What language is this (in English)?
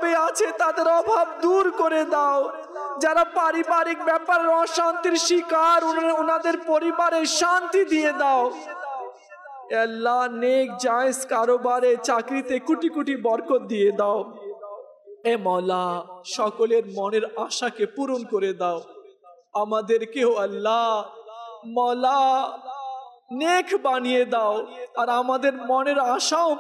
Bangla